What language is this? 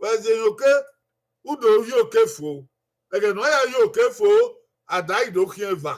Bini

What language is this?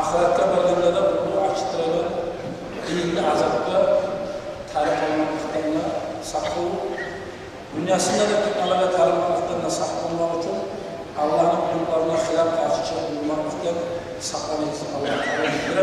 Kumyk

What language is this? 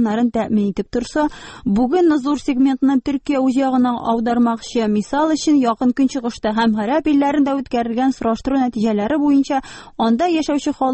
Tatar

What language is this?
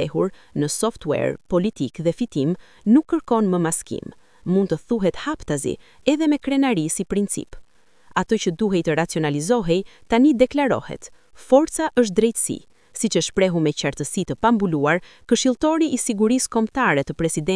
Albanian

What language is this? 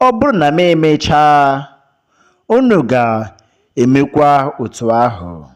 Igbo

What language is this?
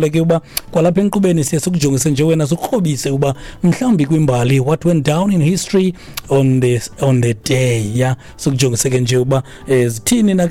Xhosa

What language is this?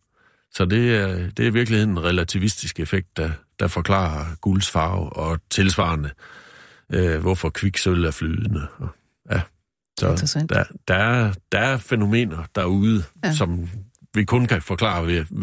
Danish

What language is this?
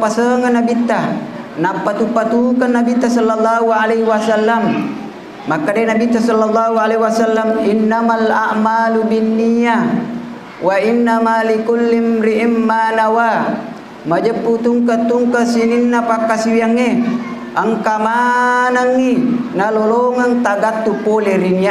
Buginese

